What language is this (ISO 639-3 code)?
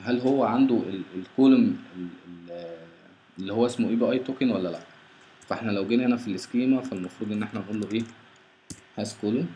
arz